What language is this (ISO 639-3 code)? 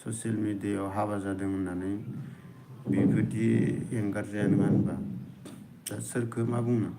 brx